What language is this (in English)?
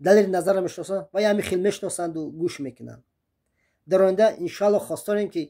Tajik